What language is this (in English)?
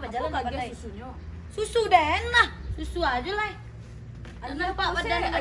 Minangkabau